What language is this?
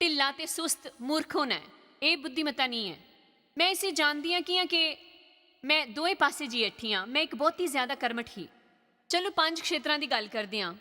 Dogri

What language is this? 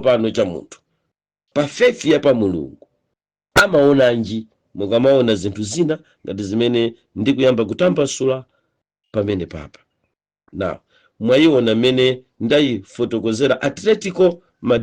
Nyanja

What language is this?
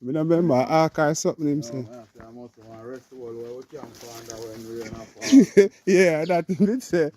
Jamaican Creole English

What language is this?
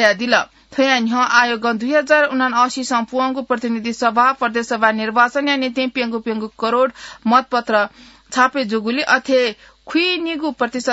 Newari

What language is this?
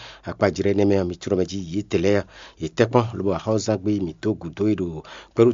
Fon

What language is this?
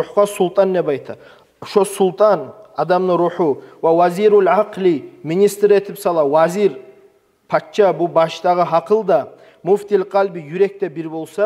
Kumyk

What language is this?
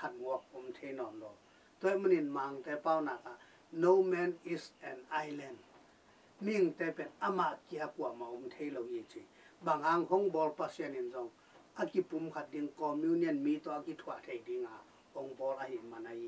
Tedim Chin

